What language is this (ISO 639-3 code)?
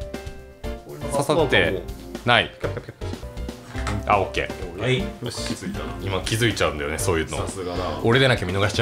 jpn